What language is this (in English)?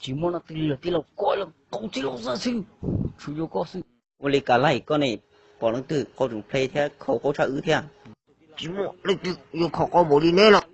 Hmong